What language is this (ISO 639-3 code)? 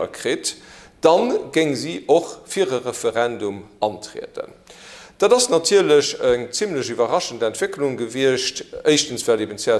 ltz